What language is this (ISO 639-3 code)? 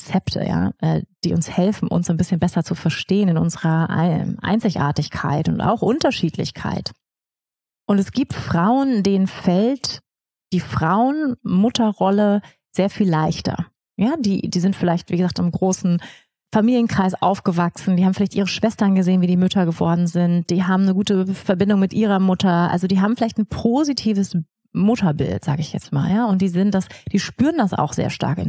deu